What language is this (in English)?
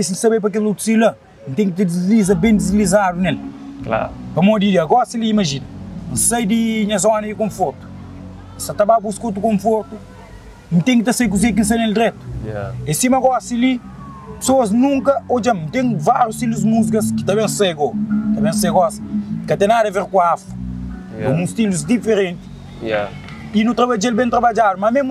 Kabuverdianu